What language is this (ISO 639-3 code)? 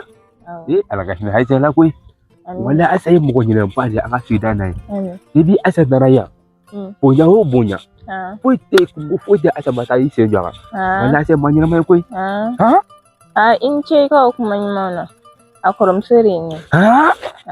bam